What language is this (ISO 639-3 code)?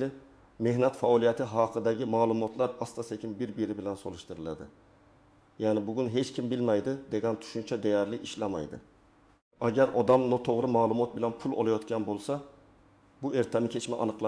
uzb